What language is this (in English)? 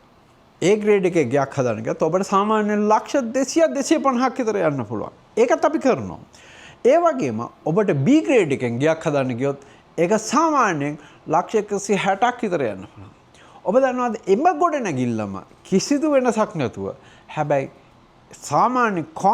Sinhala